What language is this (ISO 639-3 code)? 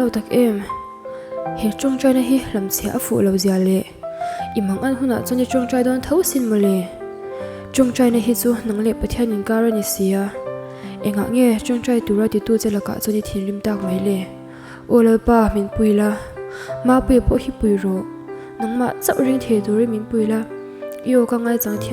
lus